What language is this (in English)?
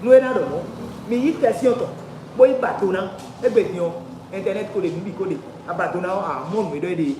Fon